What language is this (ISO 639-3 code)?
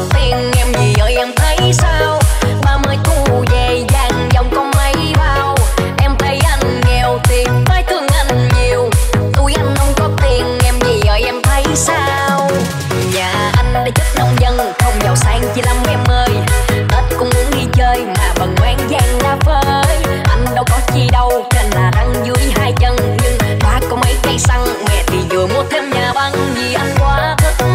vie